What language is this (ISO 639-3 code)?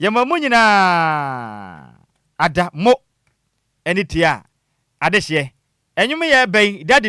aka